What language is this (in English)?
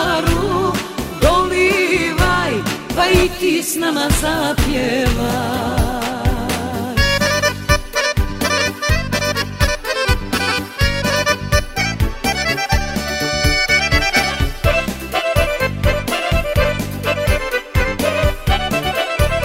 Serbian